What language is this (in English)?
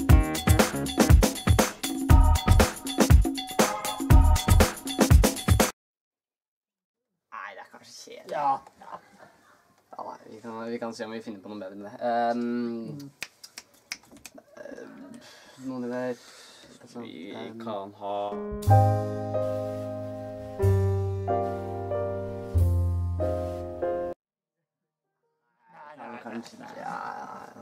Norwegian